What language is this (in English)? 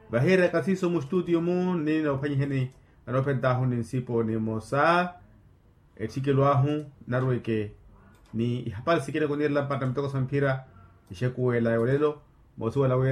Makhuwa